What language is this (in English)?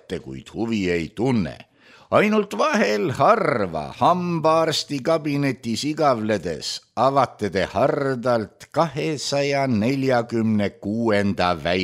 Estonian